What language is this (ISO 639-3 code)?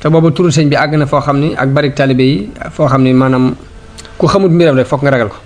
wol